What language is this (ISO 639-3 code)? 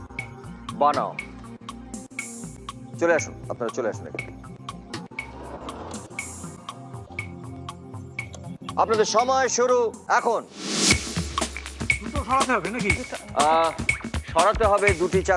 ben